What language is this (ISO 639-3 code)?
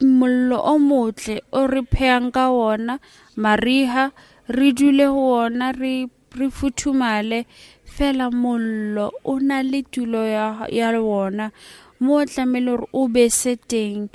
sot